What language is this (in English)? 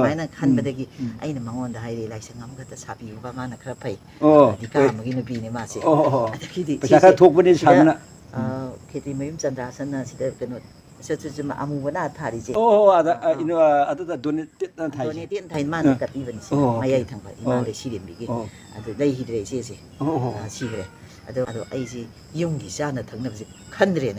Manipuri